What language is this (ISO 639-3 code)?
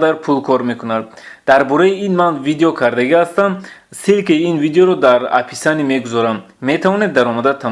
tgk